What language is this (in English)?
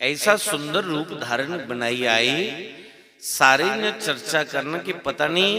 Dogri